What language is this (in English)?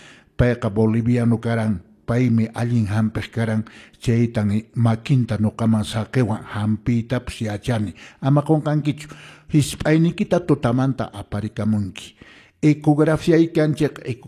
Quechua